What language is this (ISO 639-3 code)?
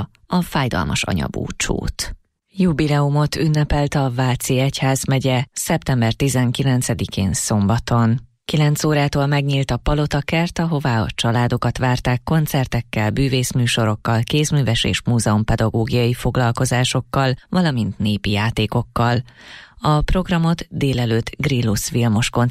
hun